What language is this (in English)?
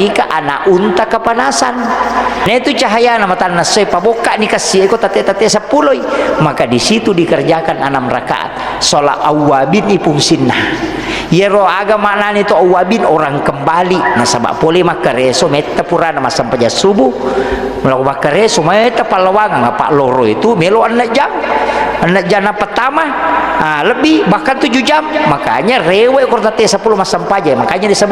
Buginese